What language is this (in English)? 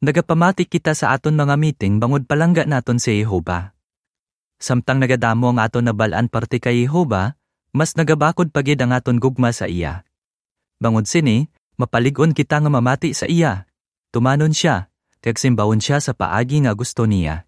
Hiligaynon